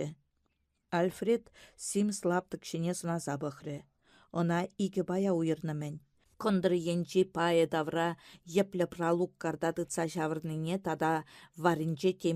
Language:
Chuvash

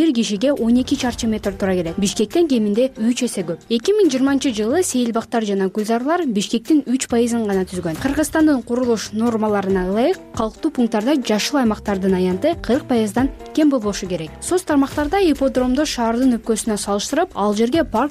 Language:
Kyrgyz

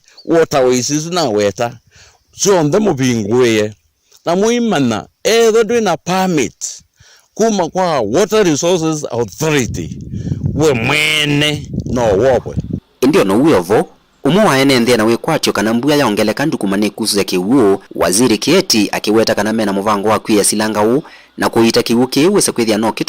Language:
Kamba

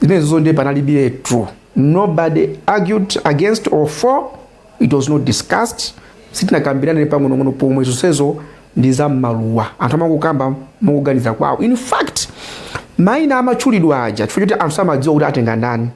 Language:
Nyanja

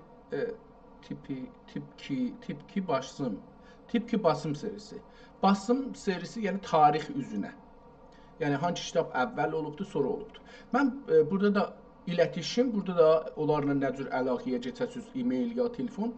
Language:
South Azerbaijani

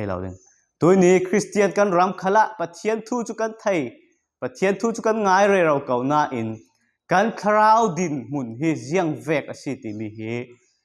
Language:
Falam Chin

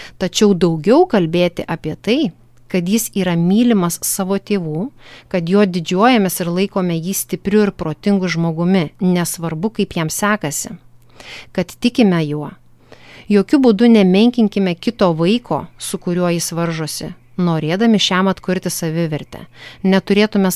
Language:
Lithuanian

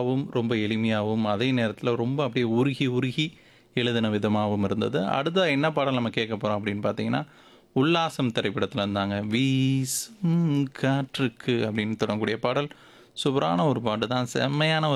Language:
Tamil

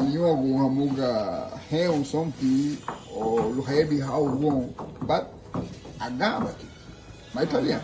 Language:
Garifuna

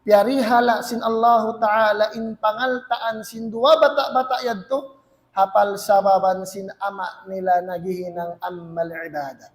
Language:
Tausug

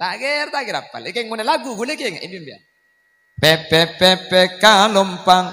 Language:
Madurese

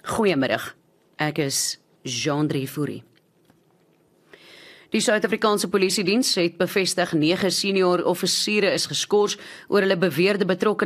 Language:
Afrikaans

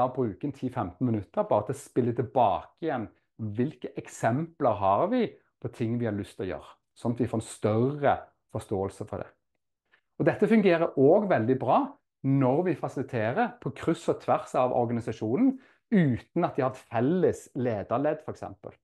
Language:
Norwegian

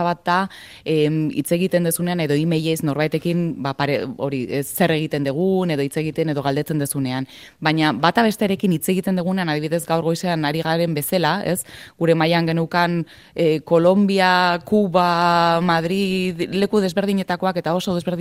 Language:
Basque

